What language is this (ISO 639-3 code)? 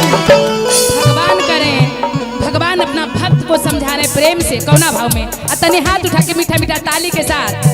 mag